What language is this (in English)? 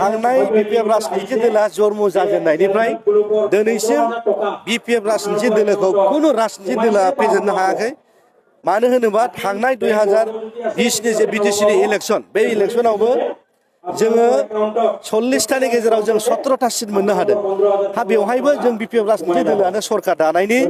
Bodo